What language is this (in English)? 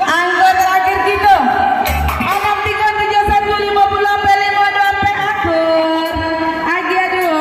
Minangkabau